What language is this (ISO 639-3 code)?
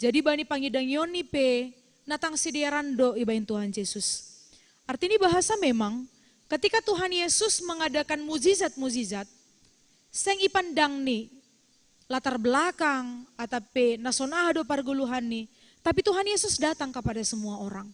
bts